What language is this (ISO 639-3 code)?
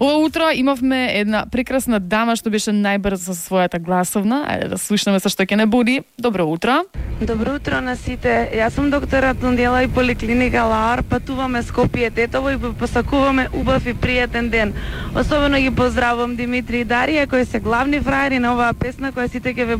mkd